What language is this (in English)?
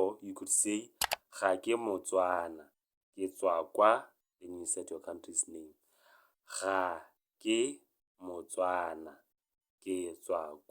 Tswana